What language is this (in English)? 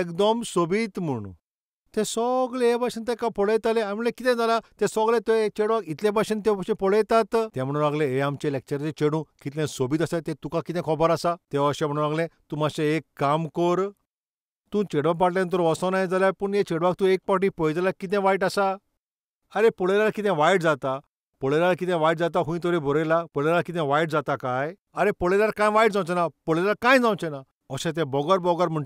Konkani